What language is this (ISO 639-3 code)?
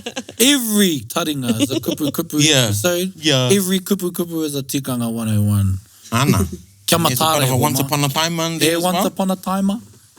mri